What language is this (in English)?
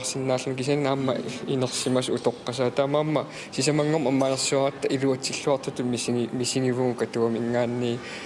Kalaallisut